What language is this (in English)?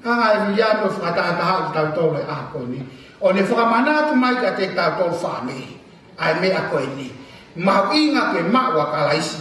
Tongan